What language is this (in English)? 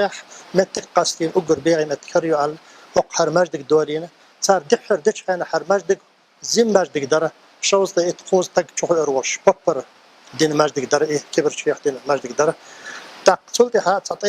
Chechen